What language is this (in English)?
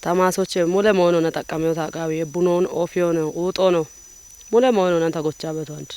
Kafa